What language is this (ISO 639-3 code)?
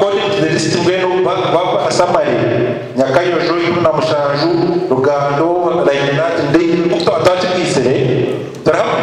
nyn